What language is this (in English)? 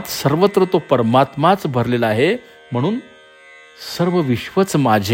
Marathi